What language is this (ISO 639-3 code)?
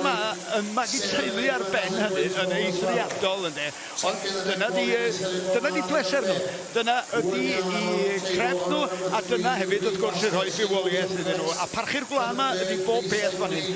cym